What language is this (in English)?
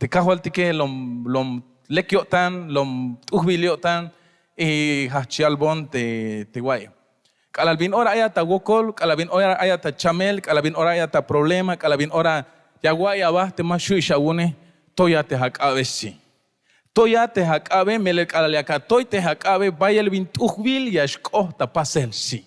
Tzeltal